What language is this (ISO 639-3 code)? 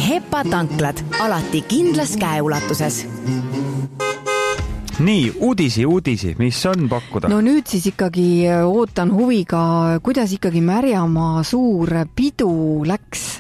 est